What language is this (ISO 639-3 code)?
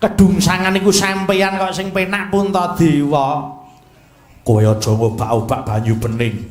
jav